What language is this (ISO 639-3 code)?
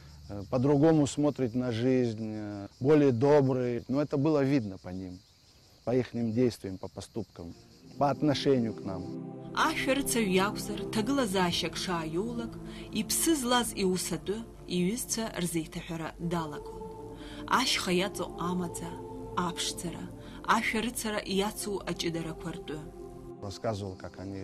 abk